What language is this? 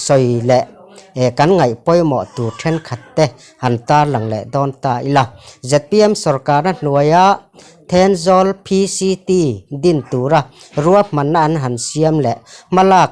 Mizo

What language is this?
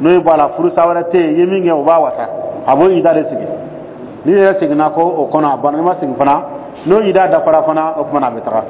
Dyula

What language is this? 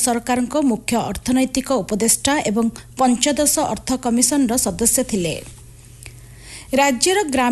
Odia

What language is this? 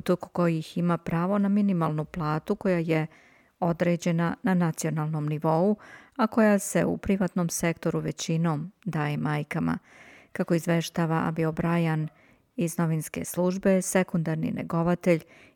Serbian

